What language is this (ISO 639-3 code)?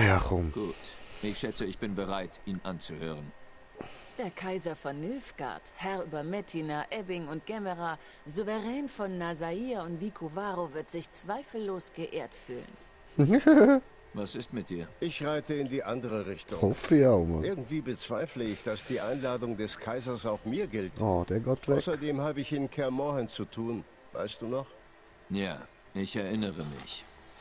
gsw